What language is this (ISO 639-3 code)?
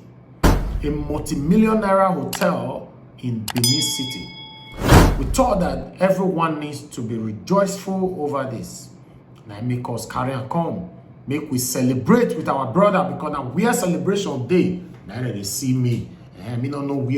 pcm